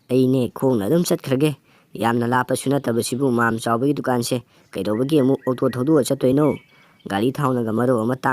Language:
Manipuri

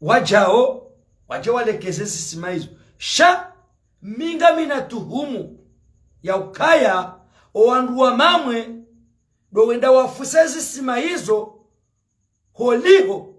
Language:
Ngazidja Comorian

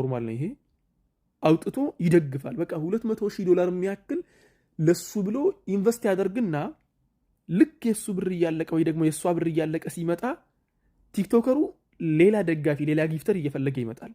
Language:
Amharic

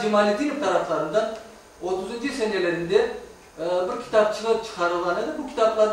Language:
Crimean Tatar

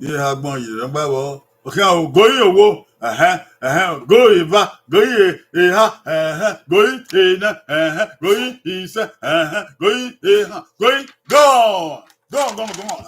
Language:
Bini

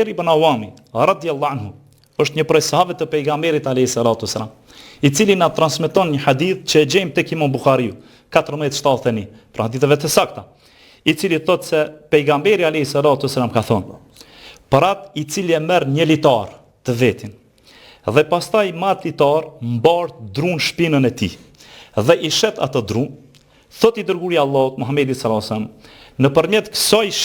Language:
Albanian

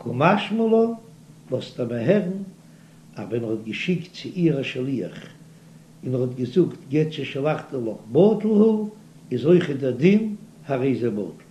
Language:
Yiddish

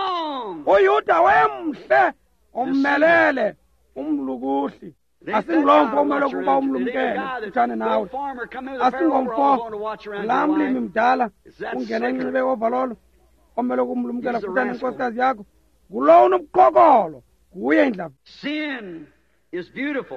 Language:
Xhosa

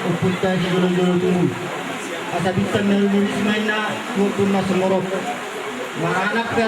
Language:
Batak Toba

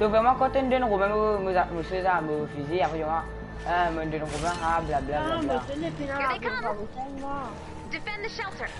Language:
Morisyen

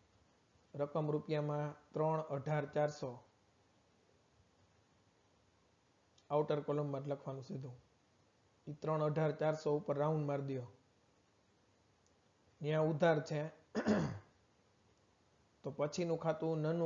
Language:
Gujarati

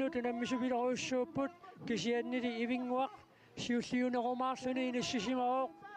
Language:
Kalaallisut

